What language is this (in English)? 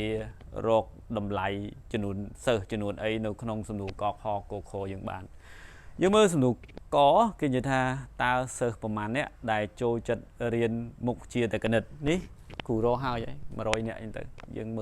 Khmer